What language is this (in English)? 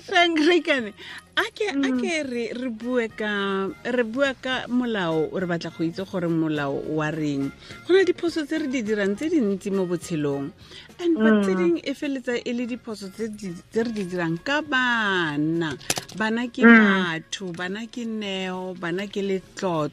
Tswana